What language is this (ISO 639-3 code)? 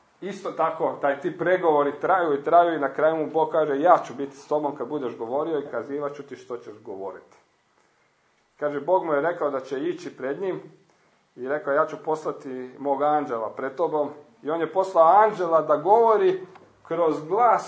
hrv